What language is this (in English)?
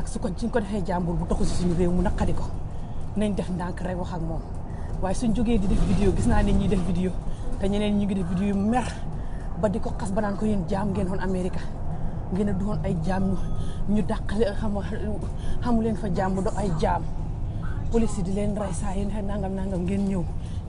Wolof